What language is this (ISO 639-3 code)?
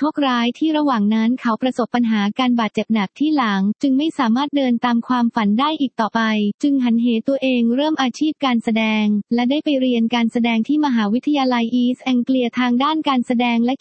tha